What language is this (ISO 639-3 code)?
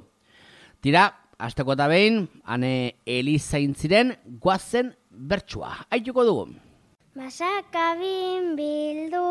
eus